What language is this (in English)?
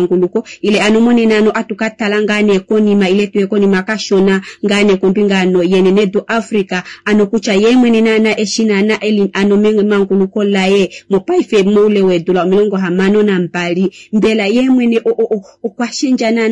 Kuanyama